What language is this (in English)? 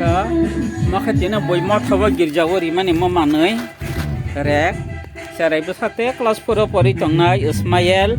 Kok Borok